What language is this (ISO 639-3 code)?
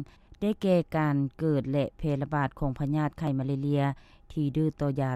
lao